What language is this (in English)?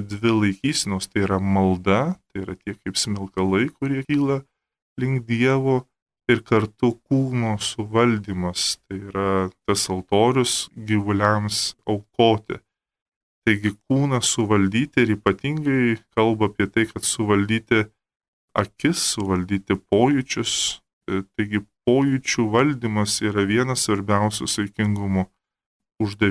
Lithuanian